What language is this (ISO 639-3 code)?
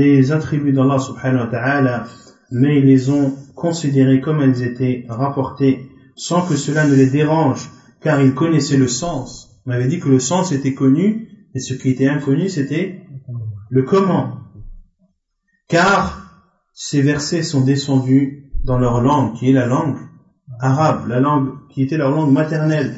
fra